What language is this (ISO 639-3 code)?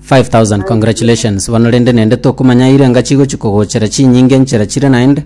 guz